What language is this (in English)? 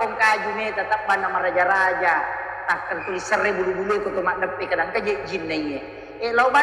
Buginese